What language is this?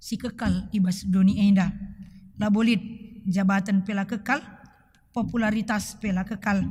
Batak Karo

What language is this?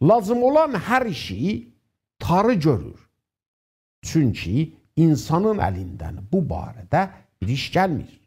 South Azerbaijani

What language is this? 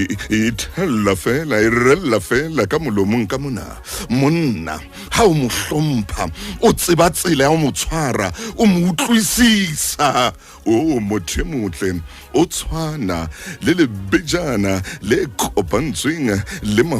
Southern Sotho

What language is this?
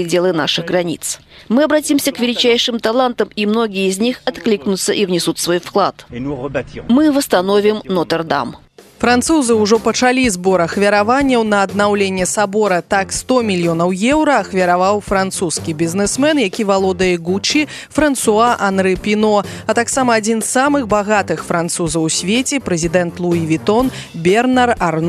Belarusian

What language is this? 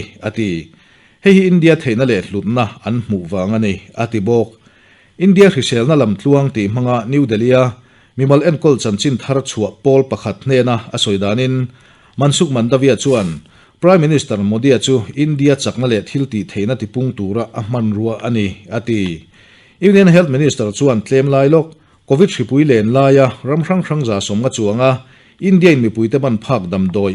Mizo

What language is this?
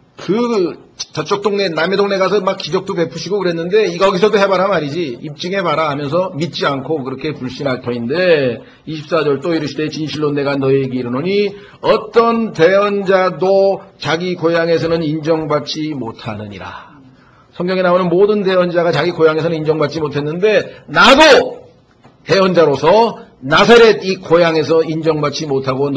Korean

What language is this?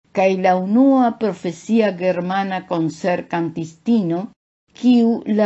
Esperanto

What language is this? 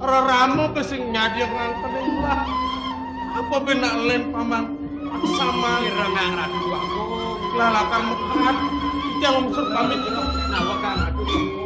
Balinese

